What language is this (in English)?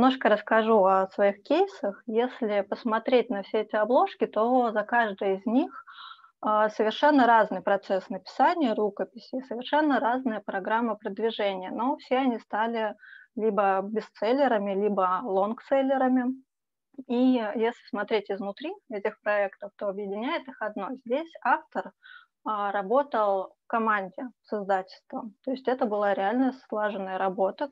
Russian